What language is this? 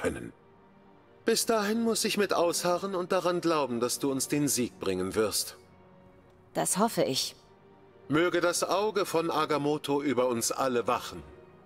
German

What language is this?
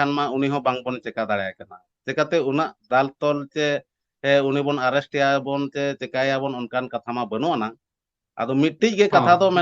Santali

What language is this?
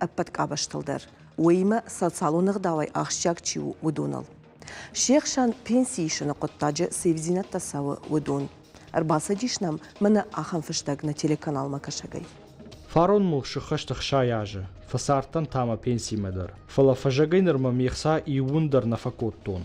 Ossetic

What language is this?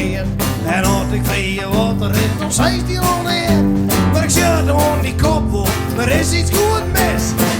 Western Frisian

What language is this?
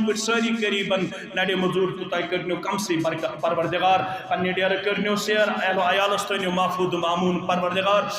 Kashmiri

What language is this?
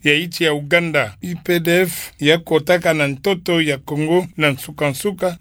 Kituba (Democratic Republic of Congo)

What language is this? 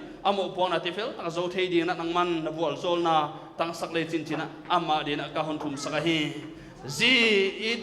Paite Chin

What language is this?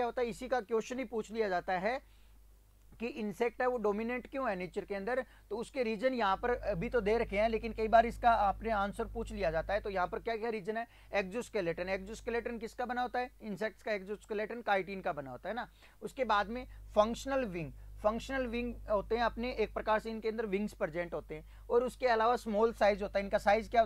Hindi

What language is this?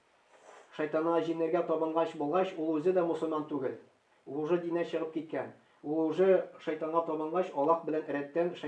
Tatar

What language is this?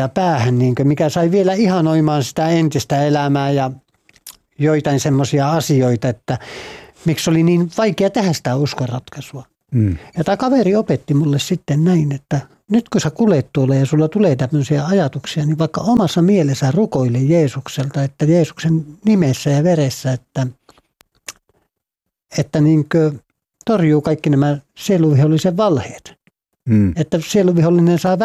Finnish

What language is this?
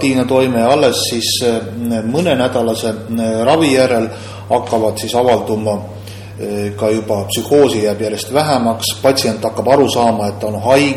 Estonian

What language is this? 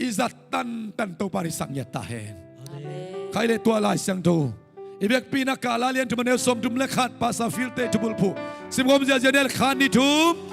Tedim Chin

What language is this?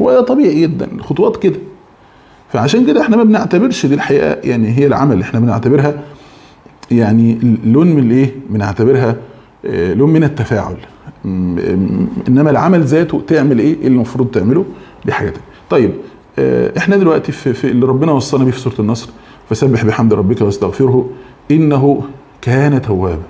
Egyptian Arabic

